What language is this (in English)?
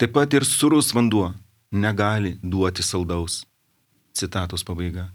Lithuanian